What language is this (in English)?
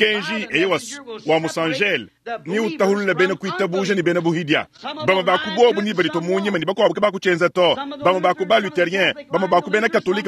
Luba-Lulua